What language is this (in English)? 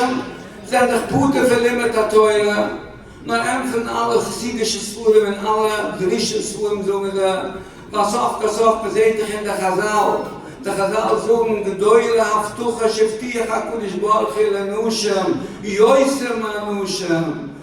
Yiddish